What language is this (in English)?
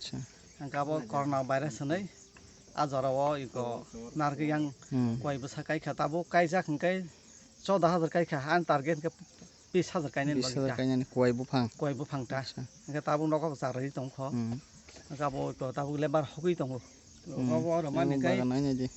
Kok Borok